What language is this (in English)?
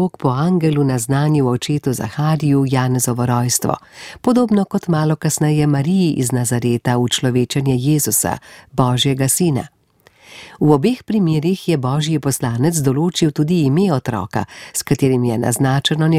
Slovenian